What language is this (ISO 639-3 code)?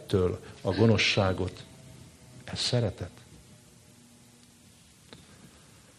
hun